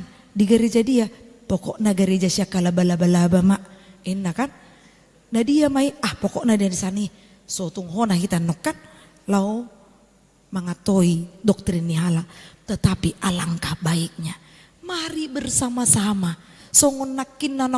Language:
Batak Toba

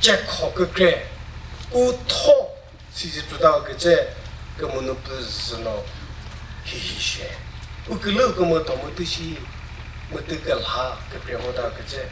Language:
Chokri Naga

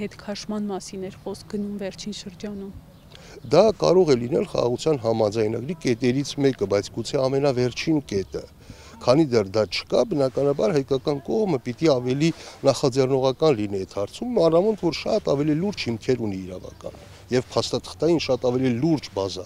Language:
Armenian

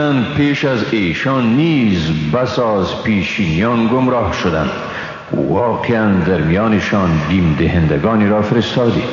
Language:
Persian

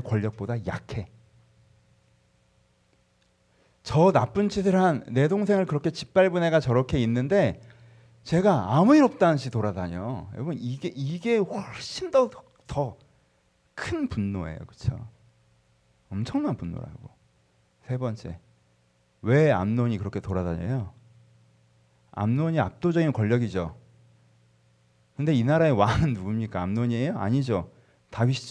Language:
Korean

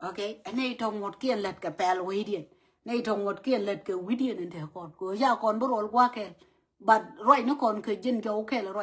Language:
Nuer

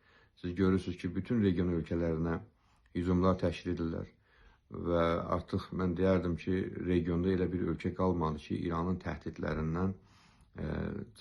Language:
Azerbaijani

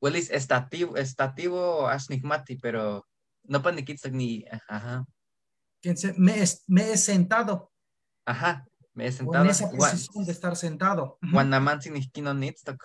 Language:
Eastern Huasteca Nahuatl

